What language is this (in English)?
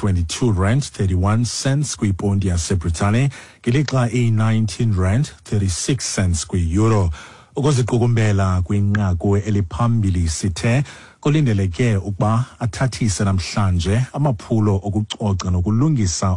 Xhosa